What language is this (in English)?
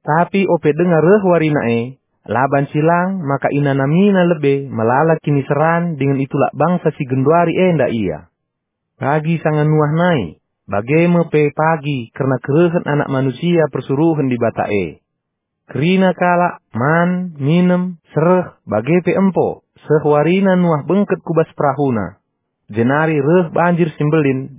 Batak Karo